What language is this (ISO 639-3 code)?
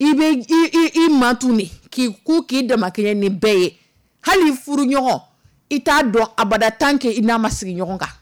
dyu